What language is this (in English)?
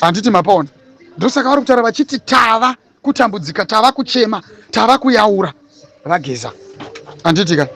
Shona